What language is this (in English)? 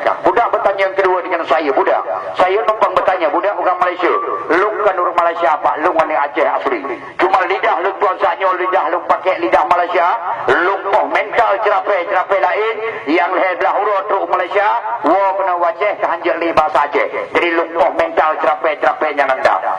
Achinese